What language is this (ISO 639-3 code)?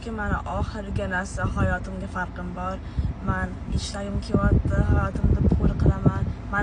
uzb